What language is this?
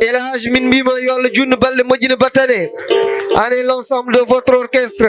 Fula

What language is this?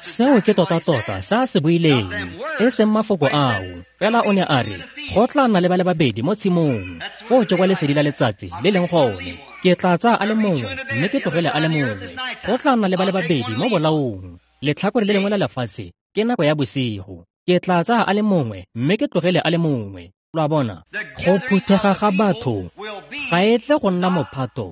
Tswana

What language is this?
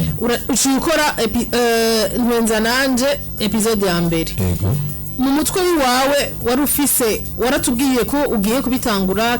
Rundi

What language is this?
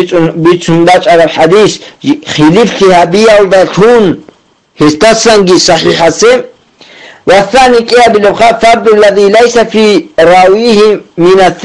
Avaric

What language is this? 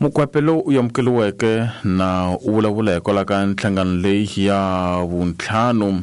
Tsonga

